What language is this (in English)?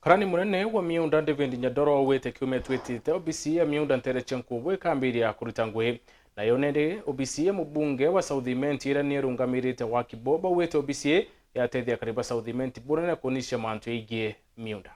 Meru